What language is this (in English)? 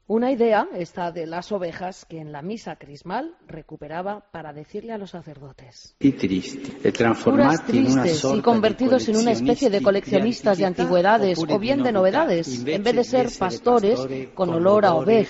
Spanish